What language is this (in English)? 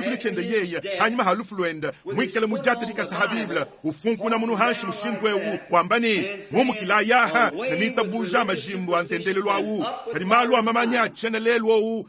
Luba-Lulua